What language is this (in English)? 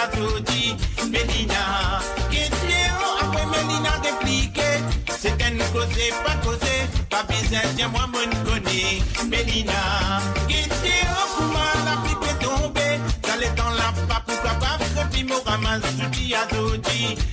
Morisyen